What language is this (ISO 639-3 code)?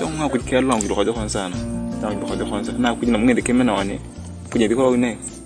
tuv